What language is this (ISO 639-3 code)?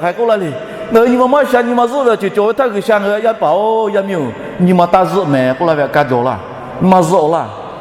lhu